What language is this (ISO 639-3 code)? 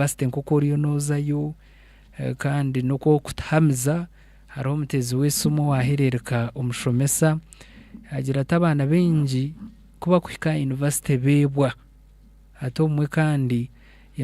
nyn